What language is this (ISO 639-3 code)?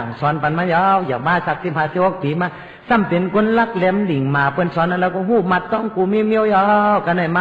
shn